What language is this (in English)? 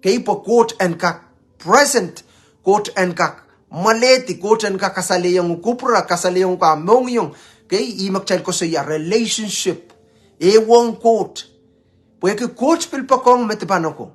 Pohnpeian